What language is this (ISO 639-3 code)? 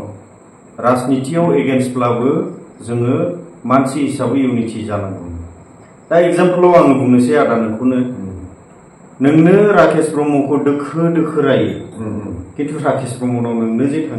brx